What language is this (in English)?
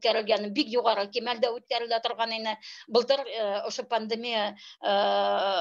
Bashkir